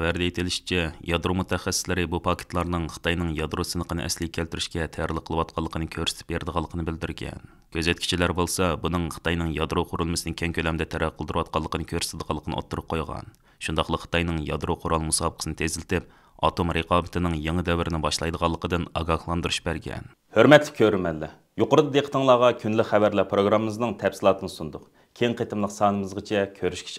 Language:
Uyghur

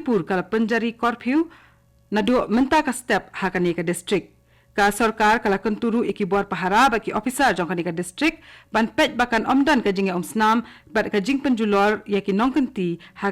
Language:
Khasi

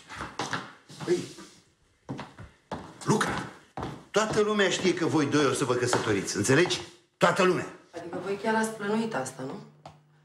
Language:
Romanian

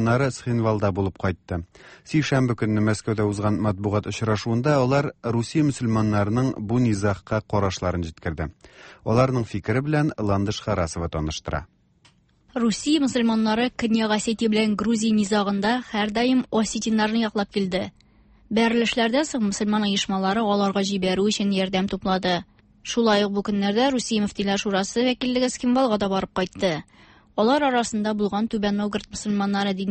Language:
Tatar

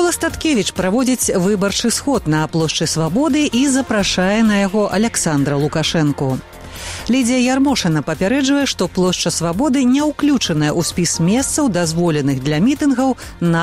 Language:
Belarusian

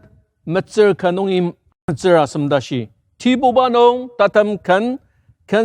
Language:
Ao Naga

